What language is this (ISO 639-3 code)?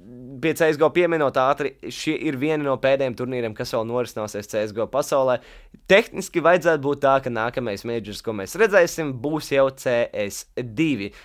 lav